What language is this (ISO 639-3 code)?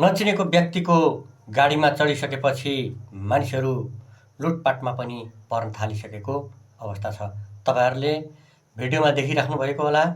nep